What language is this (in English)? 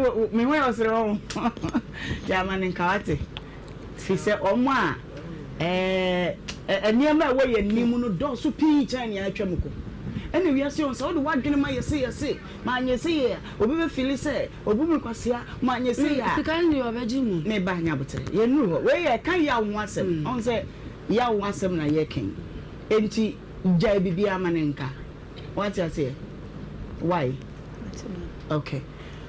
Akan